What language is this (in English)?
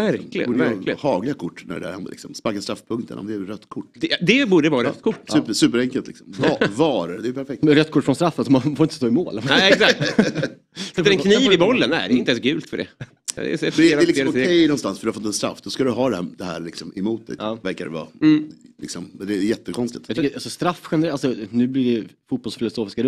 Swedish